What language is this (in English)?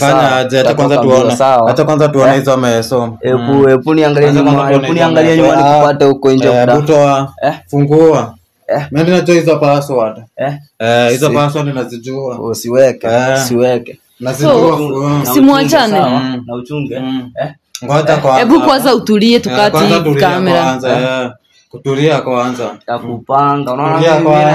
Swahili